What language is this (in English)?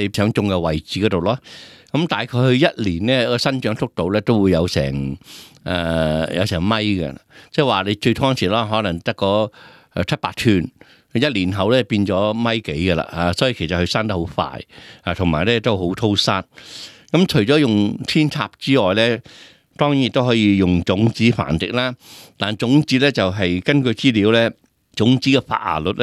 Cantonese